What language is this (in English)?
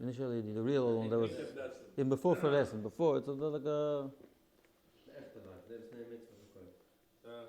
Yiddish